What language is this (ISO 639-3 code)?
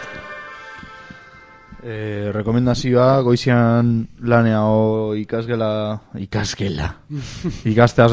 eus